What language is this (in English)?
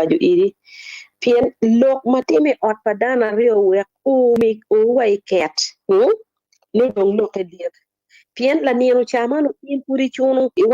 Acoli